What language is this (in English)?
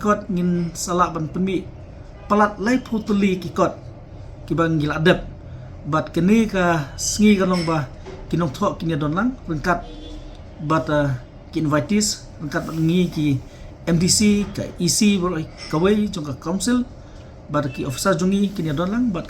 Khasi